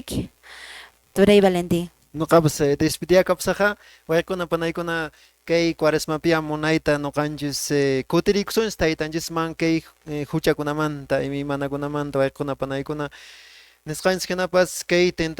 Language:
Quechua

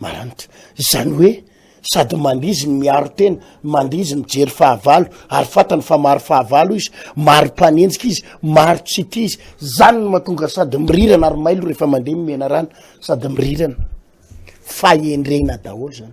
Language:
Malagasy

